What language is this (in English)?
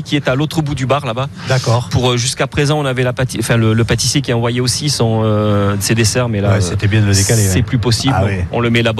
French